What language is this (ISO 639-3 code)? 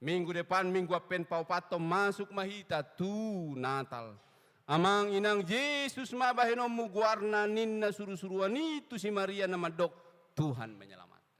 bbc